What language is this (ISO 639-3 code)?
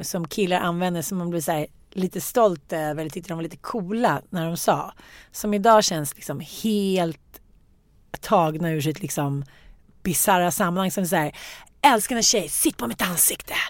swe